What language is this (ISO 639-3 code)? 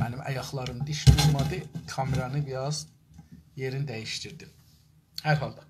azb